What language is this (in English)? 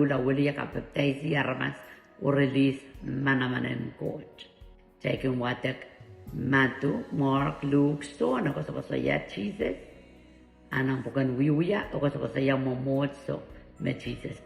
Pohnpeian